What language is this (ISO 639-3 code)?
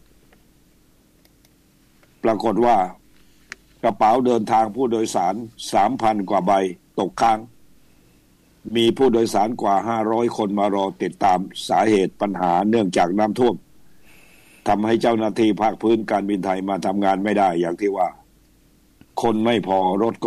tha